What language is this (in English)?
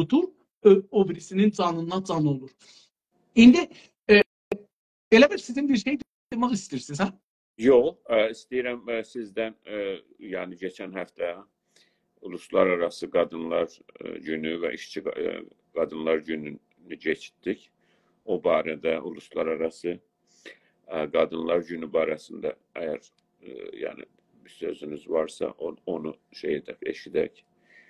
South Azerbaijani